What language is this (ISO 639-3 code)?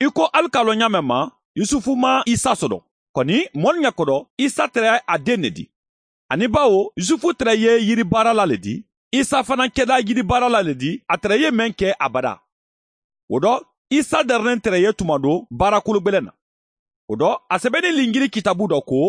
man